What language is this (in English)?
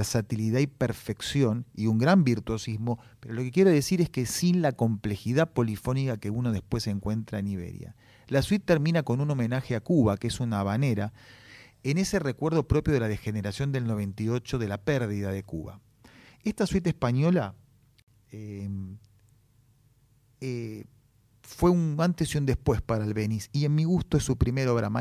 Spanish